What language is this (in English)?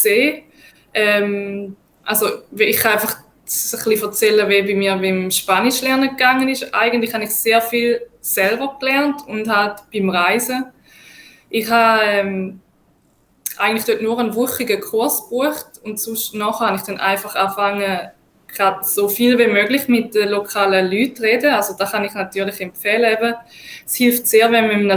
Swiss German